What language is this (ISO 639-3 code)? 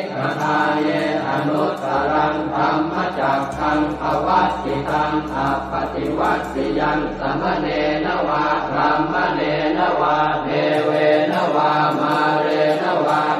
pli